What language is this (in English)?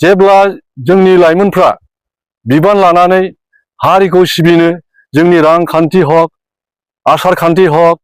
Bodo